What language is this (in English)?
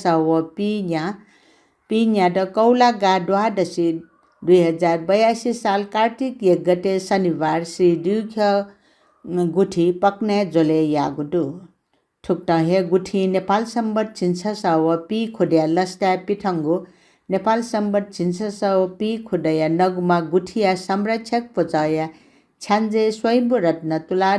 Newari